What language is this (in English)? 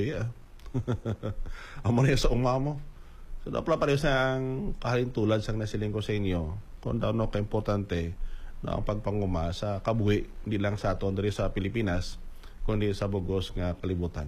Hiligaynon